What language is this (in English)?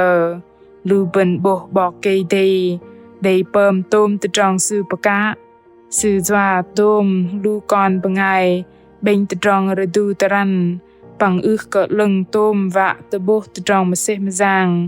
Bahnar